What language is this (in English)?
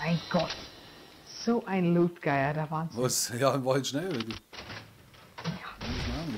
Bavarian